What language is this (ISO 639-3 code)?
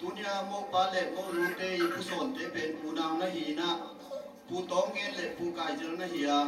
ctd